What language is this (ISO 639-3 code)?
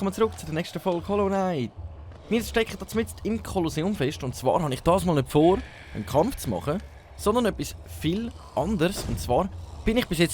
gsw